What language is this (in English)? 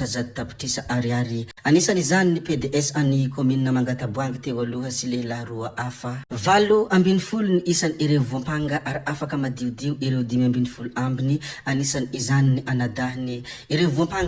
Malagasy